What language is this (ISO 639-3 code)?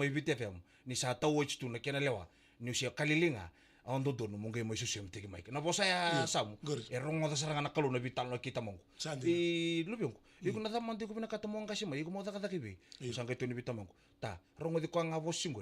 fij